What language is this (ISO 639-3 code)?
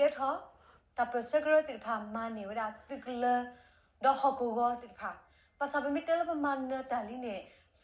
ksw